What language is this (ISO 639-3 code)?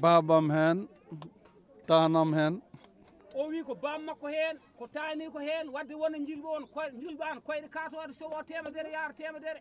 ful